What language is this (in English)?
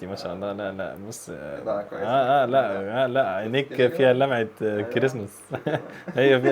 Egyptian Arabic